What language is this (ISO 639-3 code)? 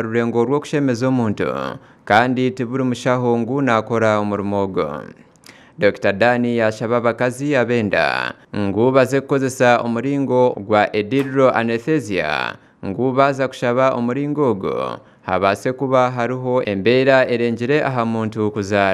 nyn